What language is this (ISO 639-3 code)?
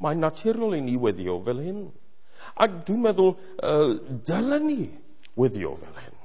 cym